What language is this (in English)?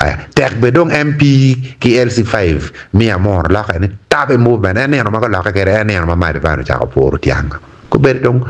Acoli